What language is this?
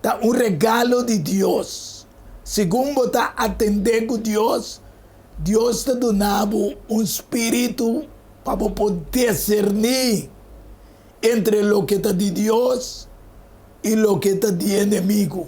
Papiamento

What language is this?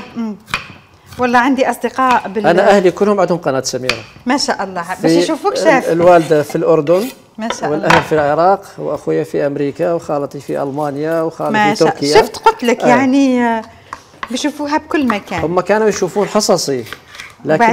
Algerian Arabic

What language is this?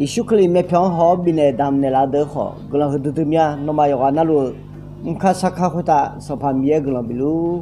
Akha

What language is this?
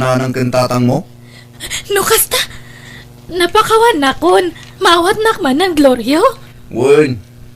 Iloko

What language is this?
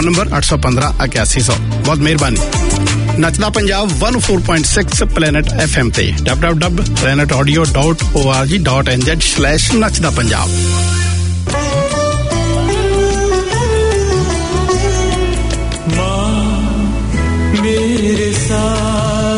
Tamil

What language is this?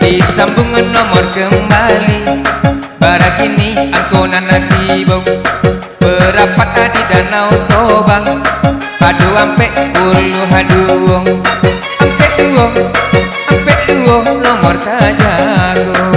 Minangkabau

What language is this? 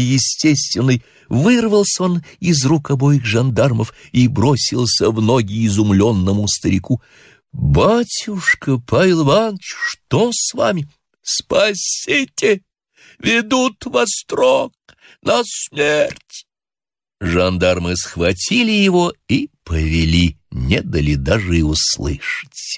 Russian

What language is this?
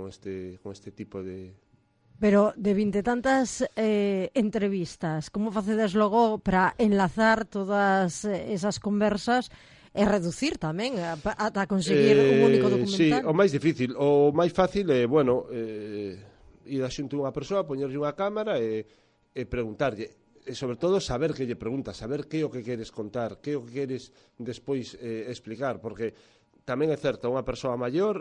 Galician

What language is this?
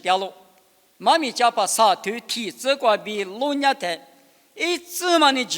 Lisu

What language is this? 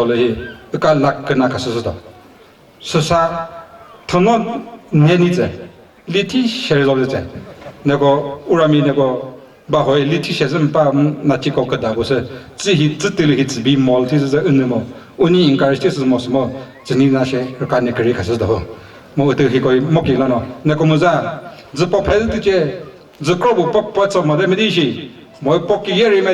Chokri Naga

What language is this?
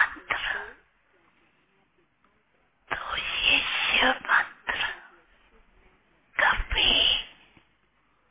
Hindi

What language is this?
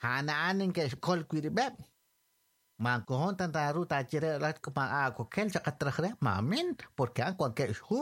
Kekchí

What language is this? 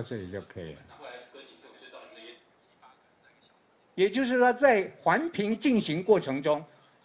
Chinese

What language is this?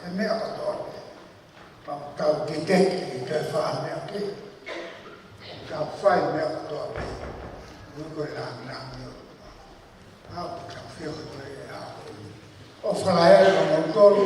Tongan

